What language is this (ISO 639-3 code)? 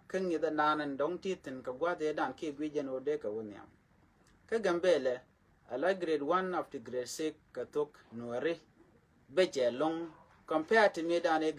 nus